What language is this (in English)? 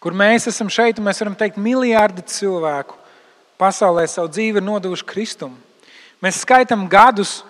Latvian